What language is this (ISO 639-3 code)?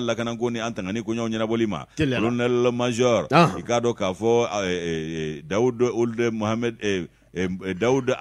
bam